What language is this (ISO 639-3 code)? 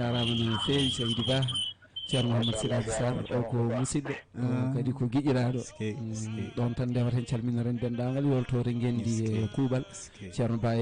ful